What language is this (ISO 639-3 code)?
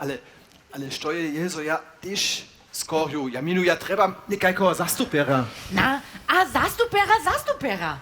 hsb